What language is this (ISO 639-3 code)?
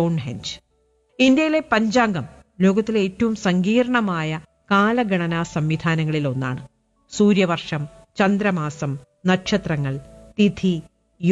mal